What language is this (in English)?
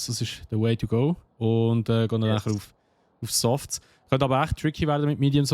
Swiss German